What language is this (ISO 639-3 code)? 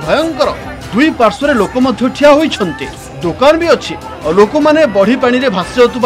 ori